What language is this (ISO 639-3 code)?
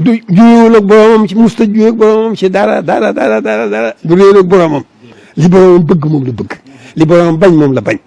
wol